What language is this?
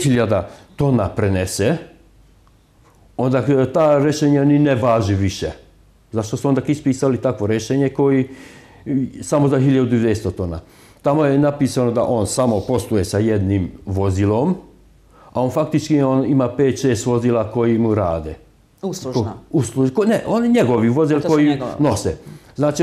Serbian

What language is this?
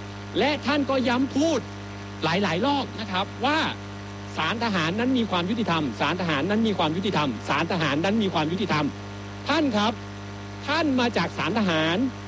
Thai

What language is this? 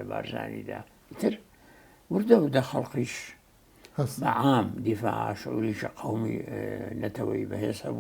Central Kurdish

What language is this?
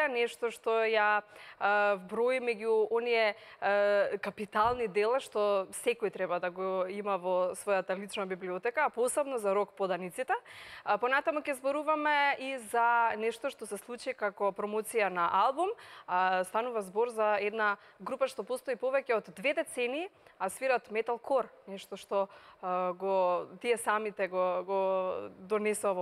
Macedonian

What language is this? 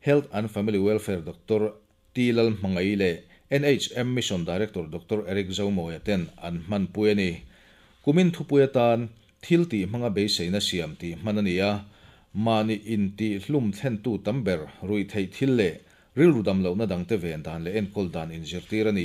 Mizo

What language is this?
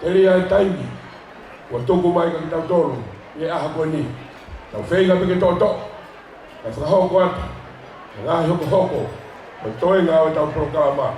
Tongan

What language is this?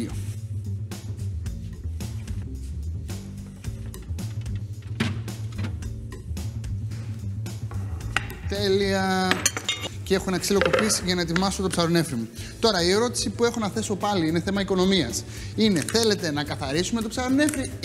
Greek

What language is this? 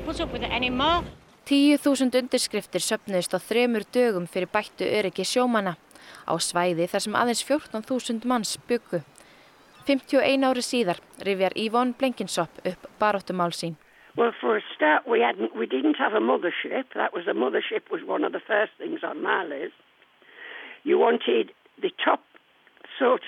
Icelandic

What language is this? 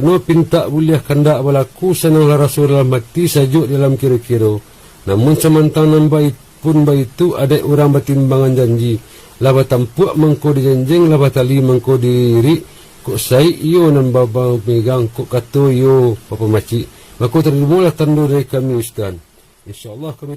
Minangkabau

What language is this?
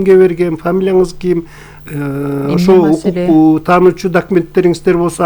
Kyrgyz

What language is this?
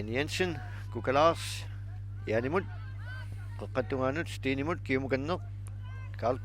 Kalaallisut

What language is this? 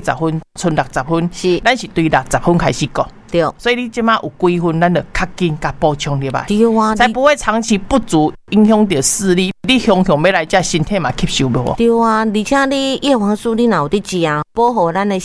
Min Nan Chinese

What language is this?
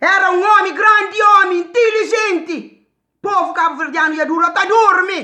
Kabuverdianu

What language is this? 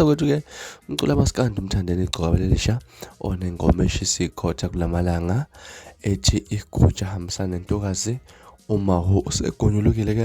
Zulu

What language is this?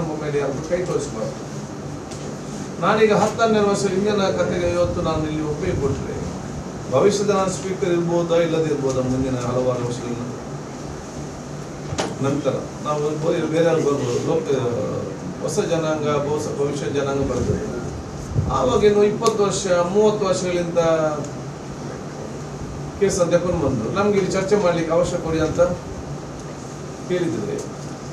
Kannada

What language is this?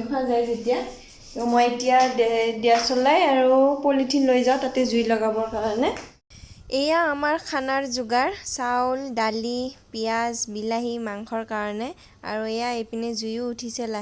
Assamese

